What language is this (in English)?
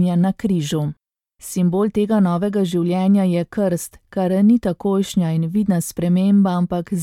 Slovenian